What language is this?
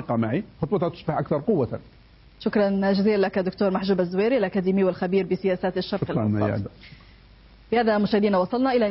Arabic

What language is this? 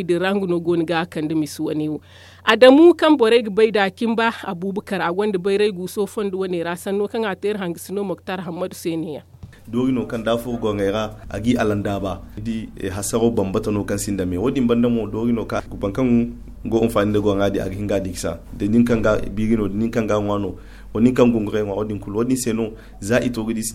Zarma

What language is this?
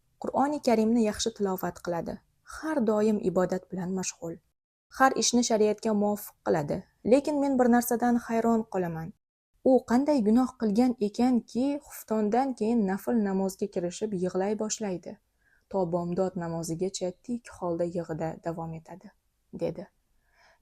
Uzbek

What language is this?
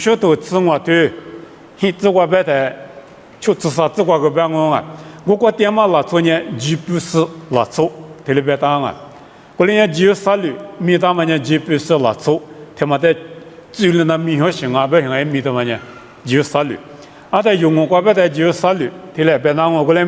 Lisu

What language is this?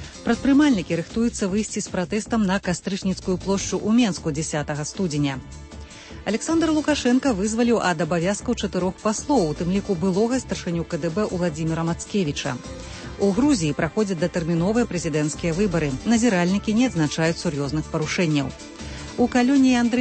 Belarusian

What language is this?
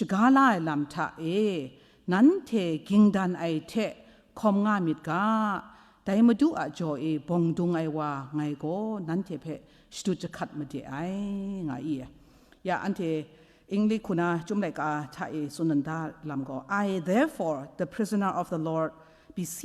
Kachin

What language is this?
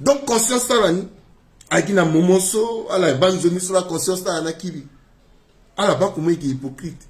Sango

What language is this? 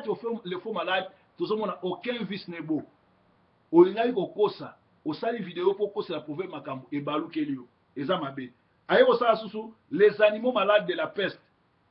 Lingala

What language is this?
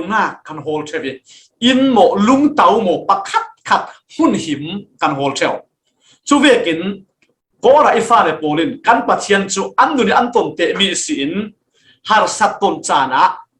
Falam Chin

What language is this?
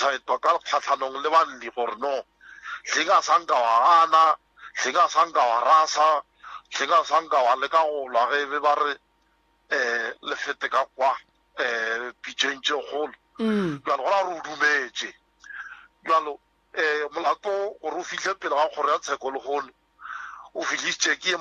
Northern Sotho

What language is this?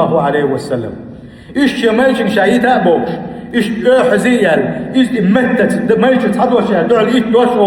Chechen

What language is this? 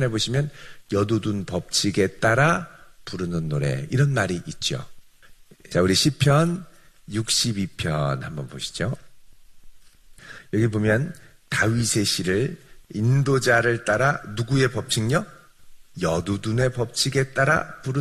Korean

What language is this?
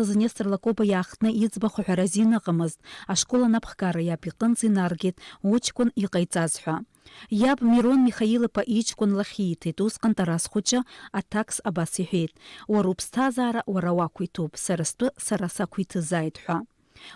Abkhazian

